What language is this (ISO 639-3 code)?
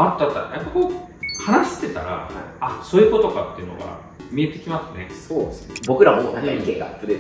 jpn